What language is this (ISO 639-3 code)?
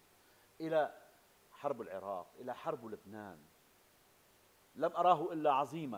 ara